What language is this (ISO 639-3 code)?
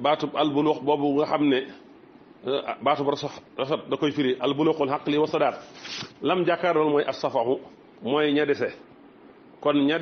wol